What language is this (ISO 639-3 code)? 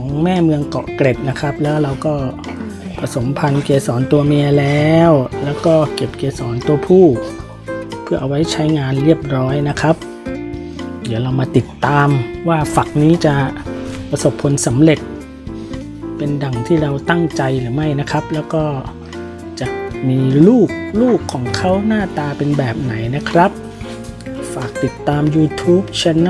tha